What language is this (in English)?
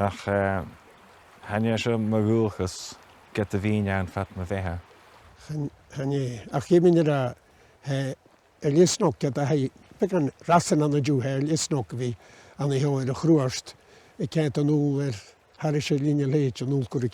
Scottish Gaelic